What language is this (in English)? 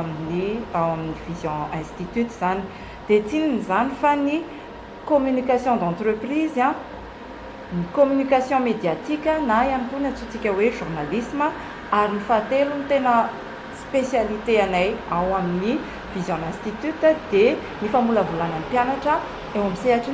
Malagasy